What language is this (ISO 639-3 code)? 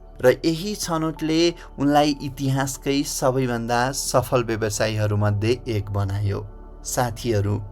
nep